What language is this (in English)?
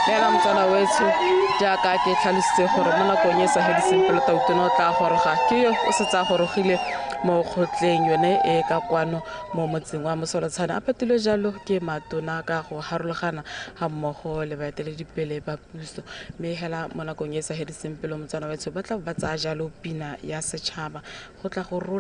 Tswana